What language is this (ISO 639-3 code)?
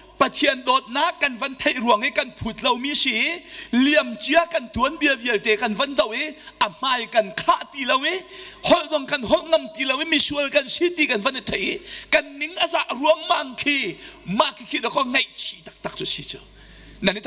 cnh